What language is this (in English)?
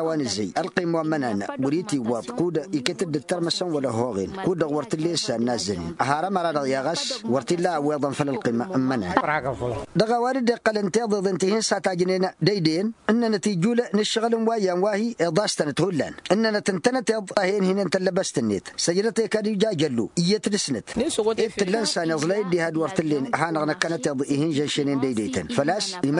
Tamasheq